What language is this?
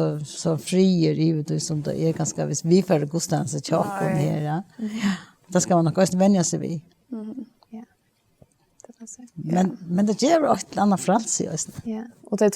Faroese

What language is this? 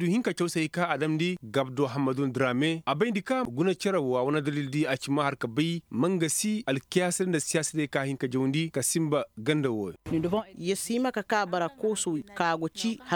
Koyraboro Senni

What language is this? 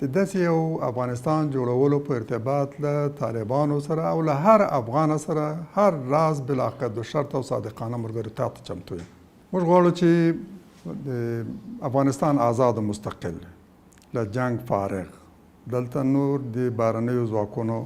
Pashto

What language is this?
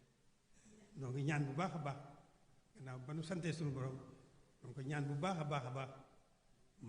Wolof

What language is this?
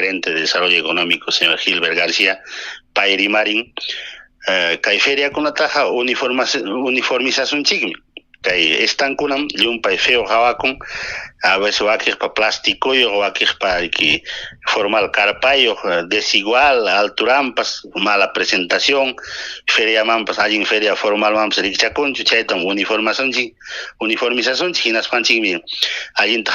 Ayacucho Quechua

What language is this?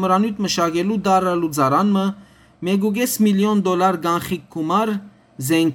Western Armenian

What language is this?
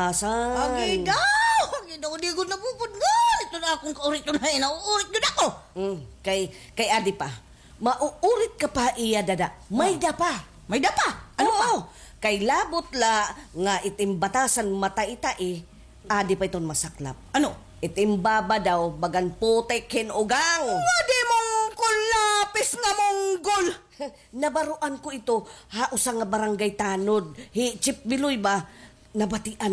Waray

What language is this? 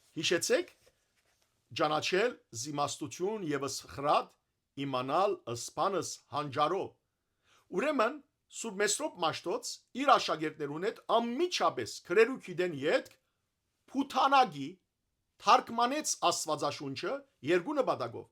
Western Armenian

